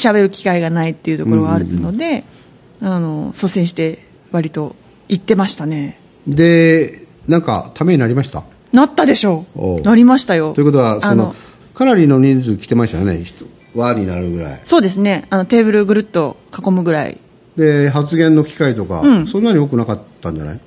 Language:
Japanese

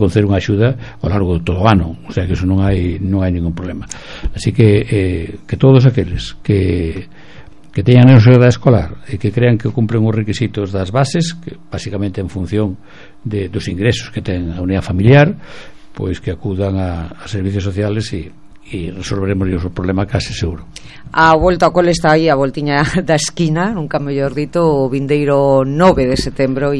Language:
Galician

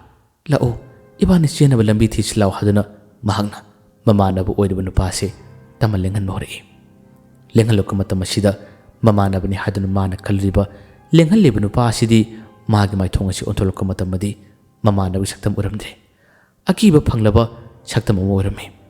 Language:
Manipuri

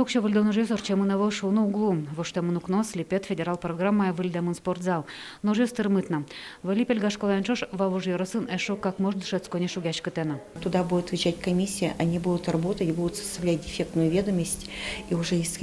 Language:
Udmurt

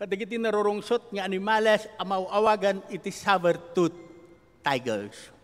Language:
Iloko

